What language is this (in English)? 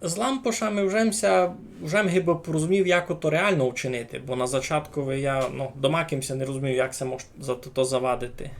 Rusyn